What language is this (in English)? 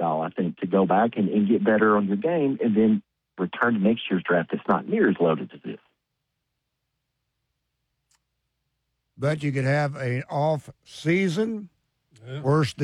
English